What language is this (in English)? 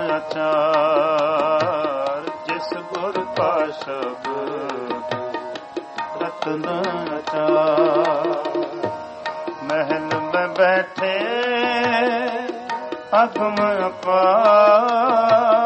Punjabi